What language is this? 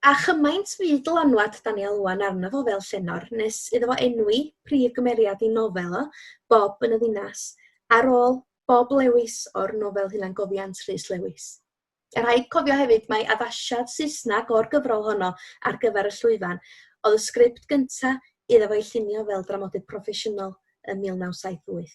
Welsh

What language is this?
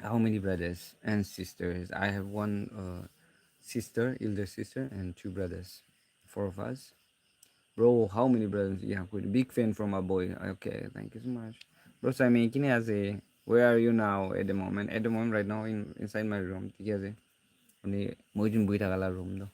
Naga Pidgin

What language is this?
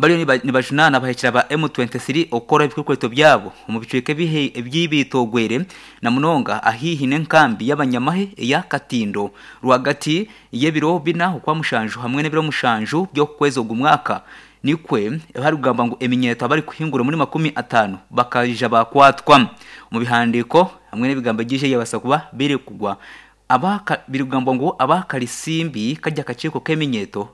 Nyankole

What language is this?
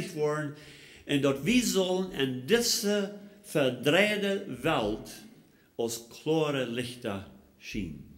Plautdietsch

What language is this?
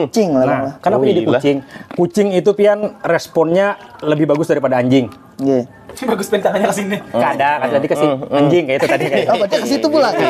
Banjar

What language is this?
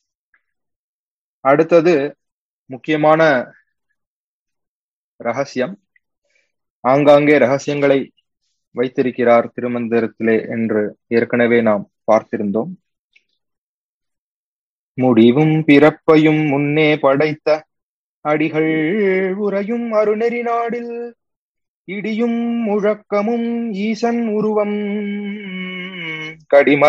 Tamil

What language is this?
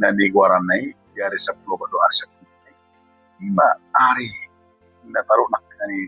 Batak Toba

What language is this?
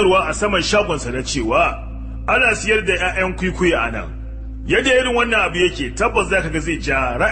Hausa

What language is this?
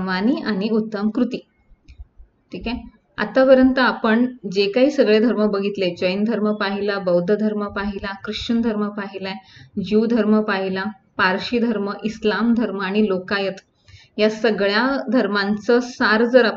Marathi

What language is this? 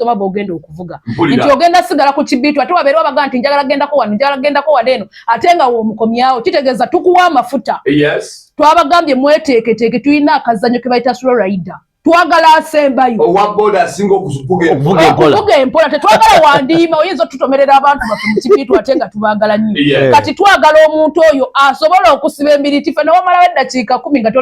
Ganda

